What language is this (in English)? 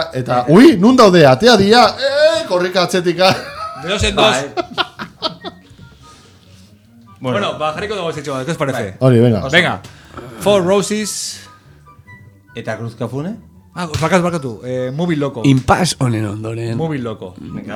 Basque